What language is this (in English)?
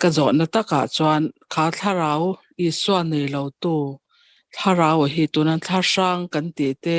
Mizo